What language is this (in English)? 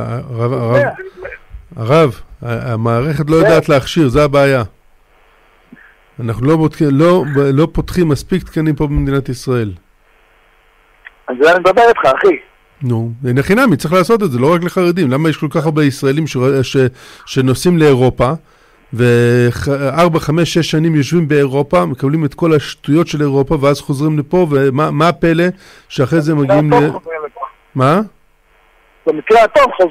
Hebrew